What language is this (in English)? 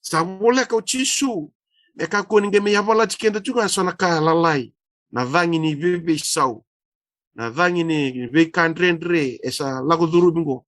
Fijian